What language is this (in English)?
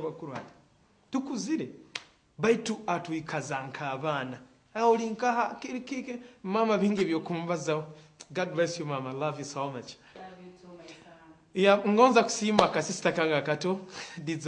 Nyoro